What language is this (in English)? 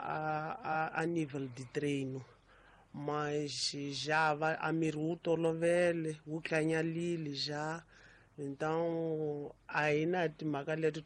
Tsonga